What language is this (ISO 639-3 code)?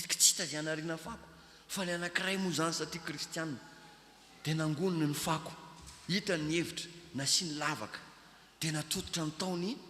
mlg